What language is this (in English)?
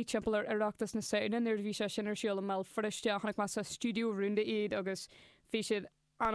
Irish